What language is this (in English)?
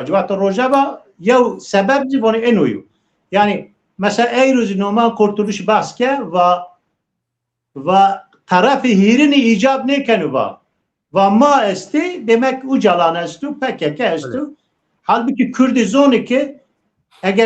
Zaza